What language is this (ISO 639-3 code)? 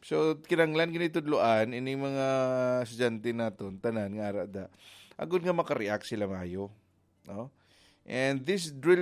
hil